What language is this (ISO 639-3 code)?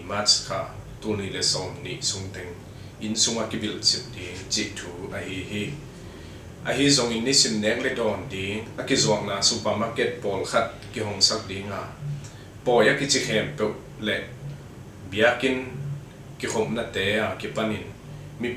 ctd